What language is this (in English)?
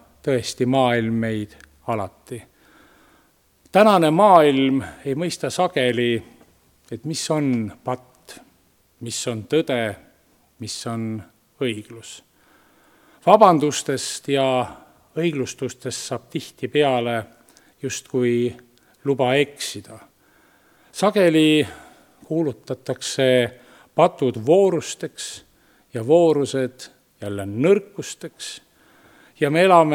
Estonian